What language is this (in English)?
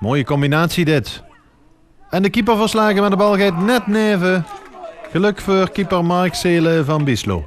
Limburgish